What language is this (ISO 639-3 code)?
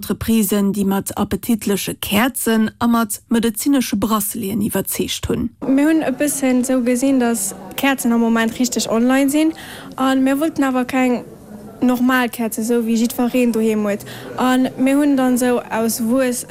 ltz